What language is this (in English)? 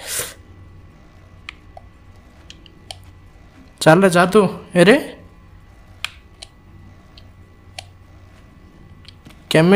Odia